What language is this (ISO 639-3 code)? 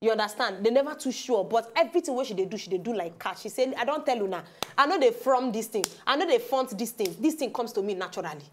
pcm